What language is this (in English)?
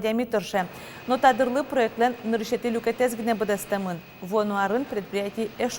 Udmurt